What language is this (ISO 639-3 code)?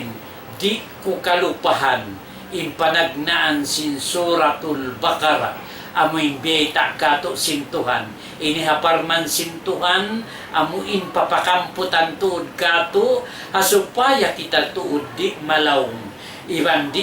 tsg